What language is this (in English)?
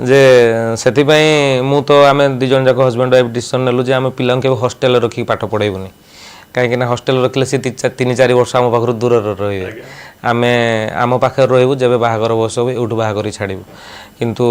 Odia